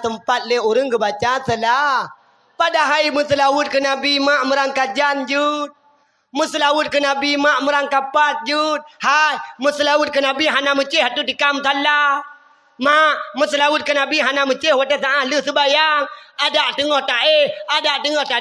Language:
Achinese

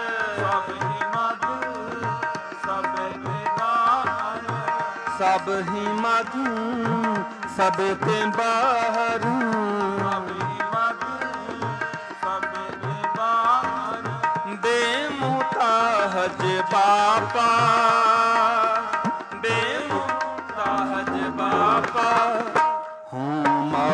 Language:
Punjabi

